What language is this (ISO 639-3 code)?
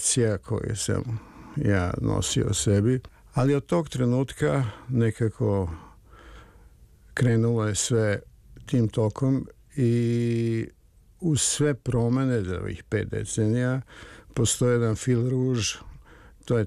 srp